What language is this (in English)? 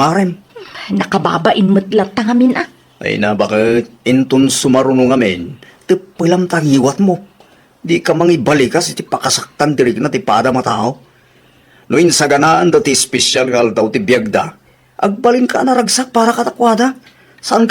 Iloko